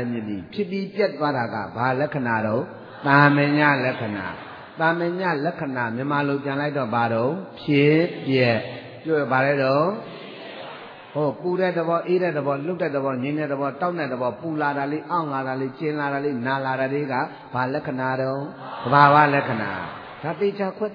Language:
Burmese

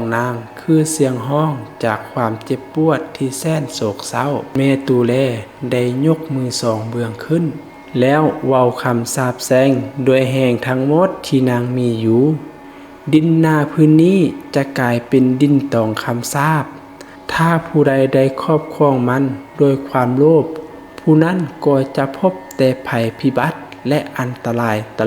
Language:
Lao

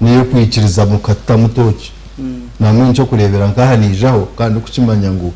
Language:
Nyankole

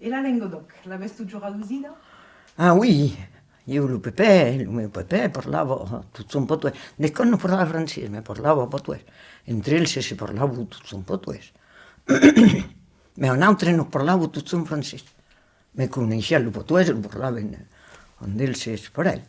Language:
Occitan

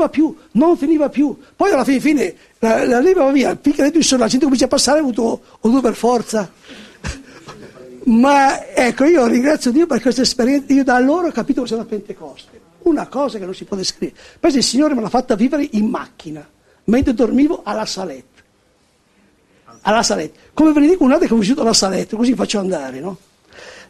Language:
Italian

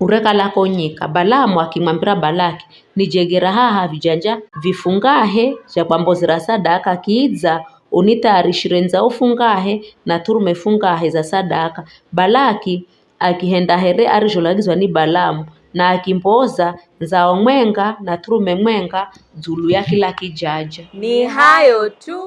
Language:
Giryama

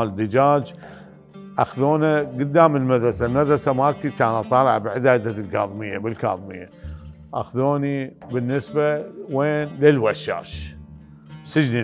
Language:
Mesopotamian Arabic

